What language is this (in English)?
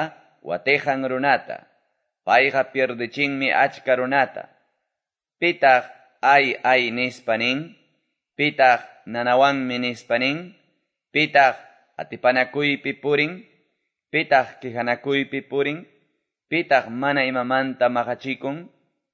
Quechua